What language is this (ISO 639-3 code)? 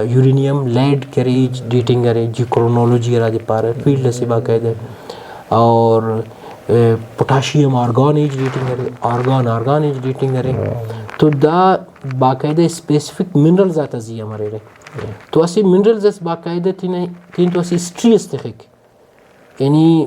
brh